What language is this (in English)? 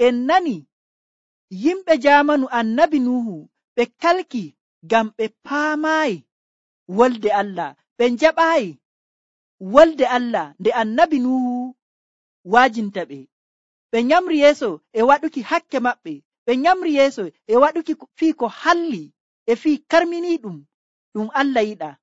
Nigerian Fulfulde